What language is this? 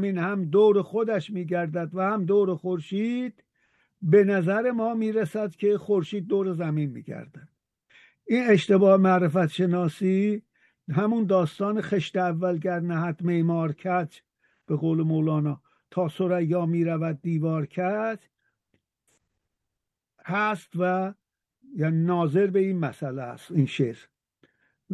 Persian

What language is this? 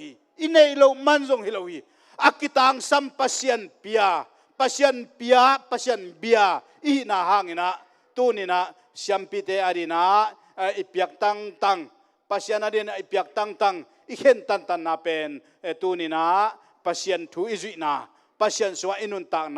Tedim Chin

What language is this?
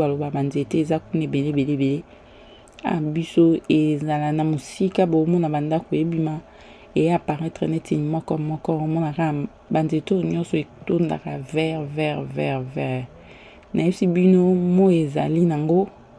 Lingala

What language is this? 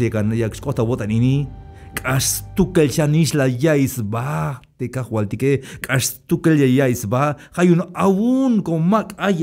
Tzeltal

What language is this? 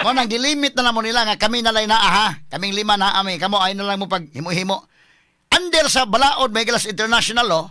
Cebuano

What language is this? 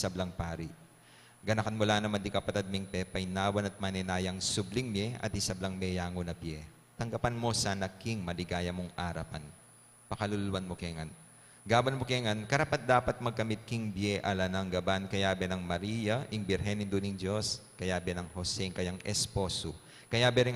Pampanga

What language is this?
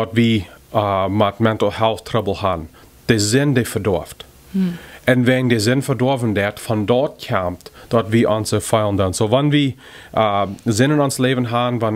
Plautdietsch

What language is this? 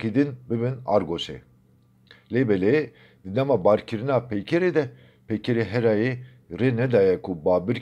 Kurdish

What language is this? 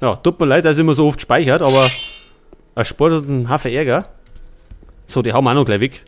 Bavarian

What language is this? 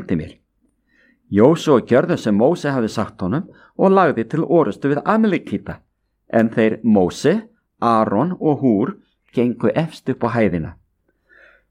Icelandic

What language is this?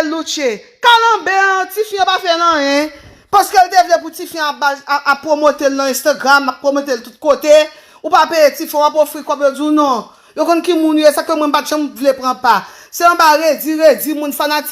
Haitian Creole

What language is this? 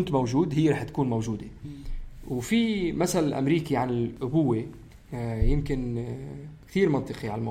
North Levantine Arabic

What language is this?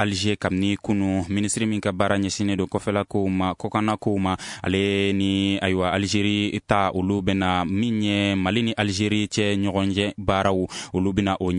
Bambara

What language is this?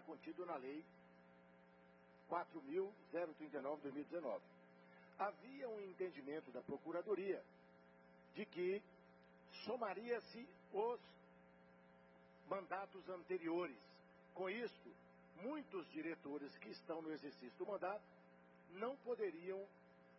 Portuguese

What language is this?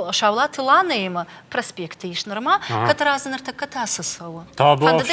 Ossetic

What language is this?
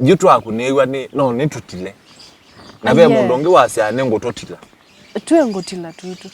Kamba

